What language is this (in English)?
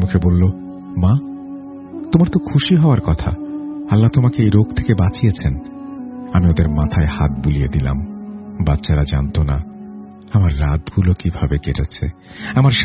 Bangla